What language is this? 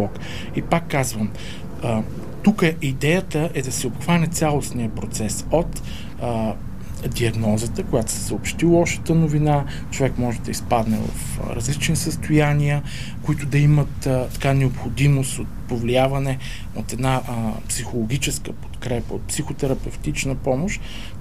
Bulgarian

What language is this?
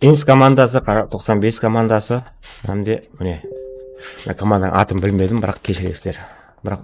Kara-Kalpak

